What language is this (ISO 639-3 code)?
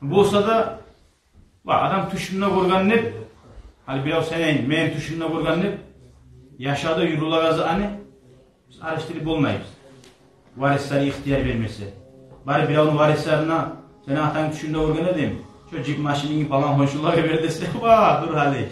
kum